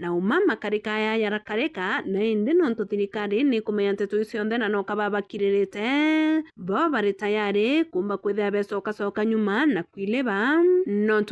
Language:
Meru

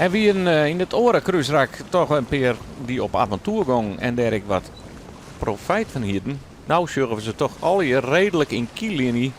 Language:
Western Frisian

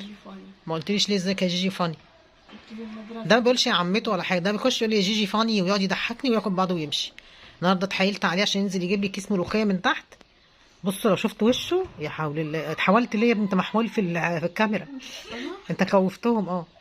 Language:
Egyptian Arabic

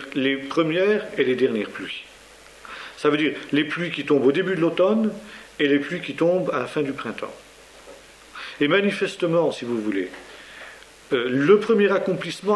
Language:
French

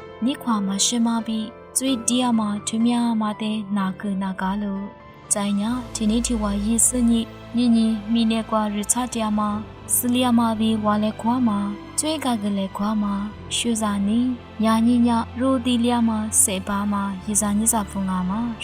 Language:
Lisu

